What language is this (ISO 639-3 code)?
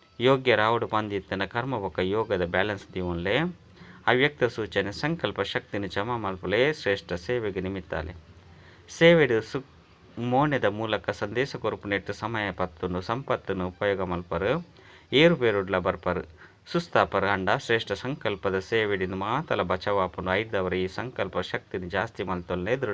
tcy